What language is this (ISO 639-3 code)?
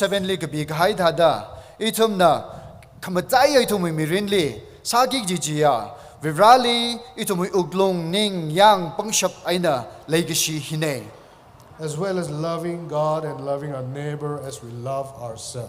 nmf